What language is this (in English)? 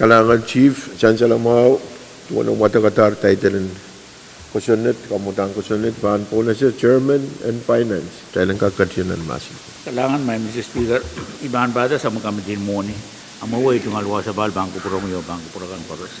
Pohnpeian